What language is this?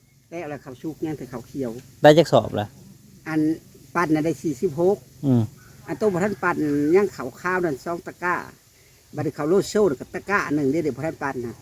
Northeastern Thai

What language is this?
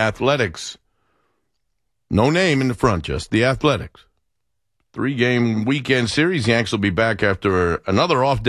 English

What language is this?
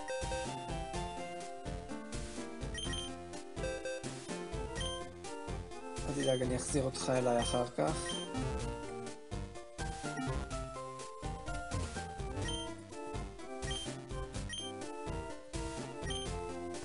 Hebrew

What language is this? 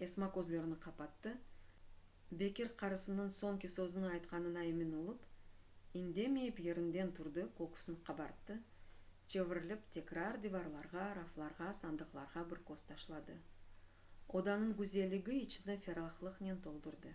Crimean Tatar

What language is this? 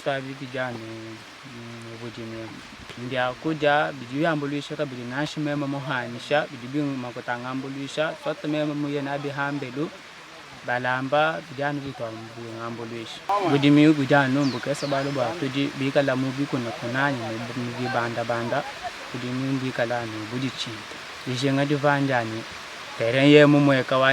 Luba-Lulua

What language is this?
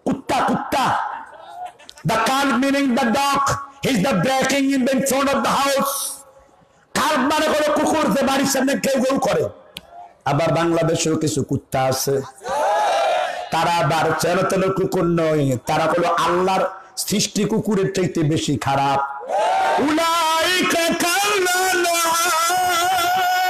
Bangla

